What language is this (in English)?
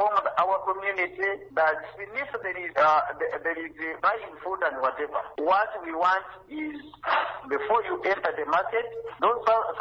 Nyoro